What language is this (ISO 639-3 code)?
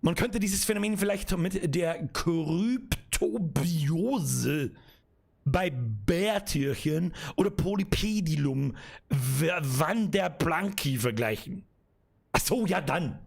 bar